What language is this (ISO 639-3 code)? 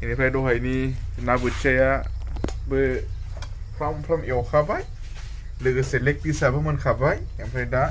brx